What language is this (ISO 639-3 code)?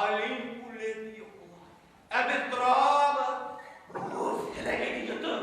bak